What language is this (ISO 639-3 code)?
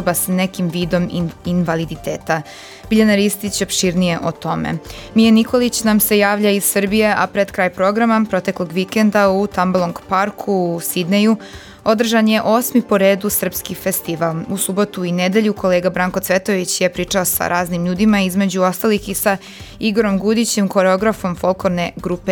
srp